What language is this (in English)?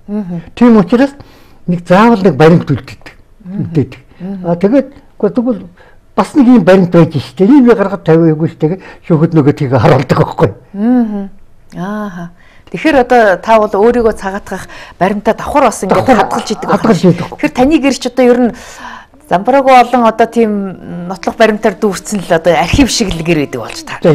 Mongolian